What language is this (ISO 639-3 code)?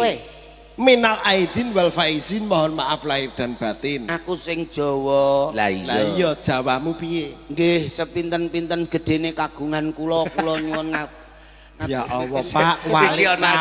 jav